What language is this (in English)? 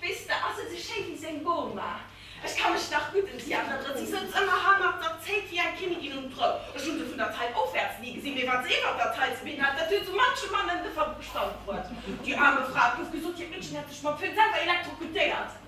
Luxembourgish